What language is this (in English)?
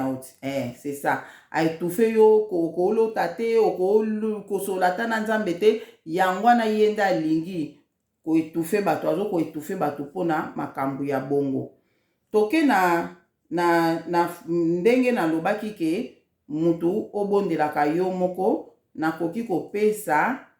Lingala